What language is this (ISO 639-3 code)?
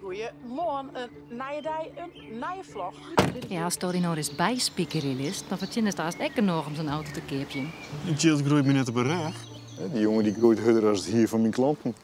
fry